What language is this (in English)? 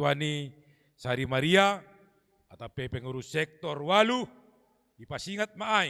Batak Simalungun